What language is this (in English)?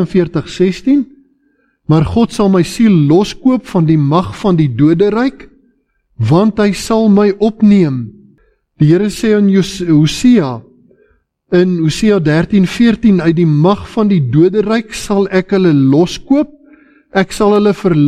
Afrikaans